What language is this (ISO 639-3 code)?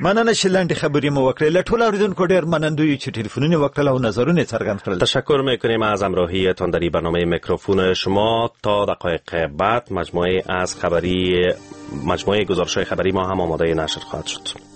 fas